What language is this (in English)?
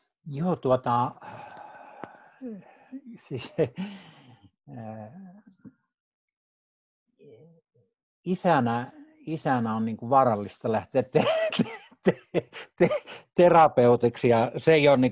Finnish